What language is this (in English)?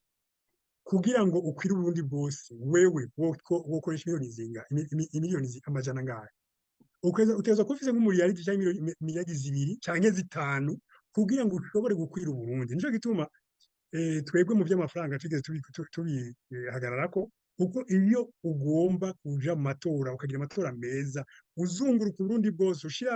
Rundi